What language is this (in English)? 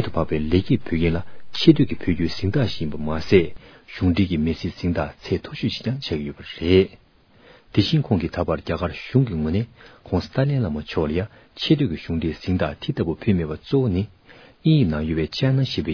Tibetan